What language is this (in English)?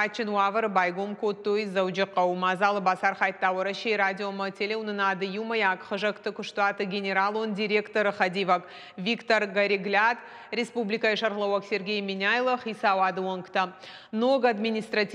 Ossetic